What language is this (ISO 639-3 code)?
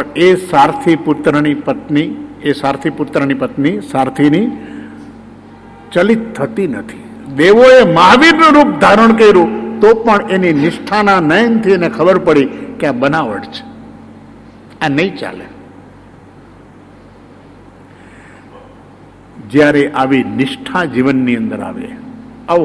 guj